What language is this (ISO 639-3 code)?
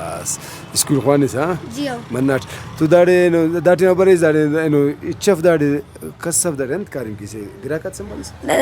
brh